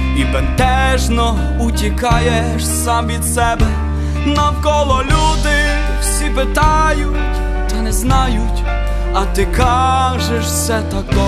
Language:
Ukrainian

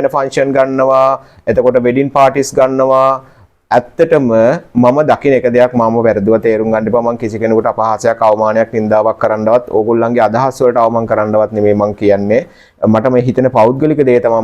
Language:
Sinhala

